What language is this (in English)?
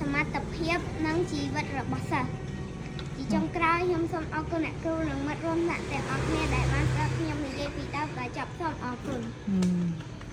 Khmer